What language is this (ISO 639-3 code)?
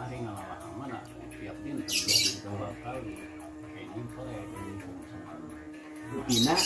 sun